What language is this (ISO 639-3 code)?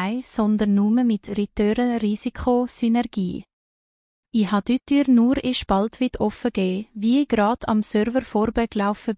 gsw